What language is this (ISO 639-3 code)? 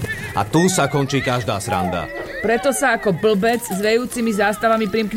slk